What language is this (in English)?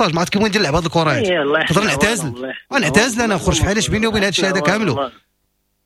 Moroccan Arabic